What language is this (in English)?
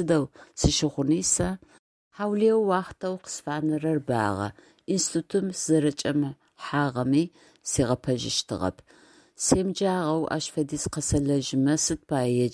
Adyghe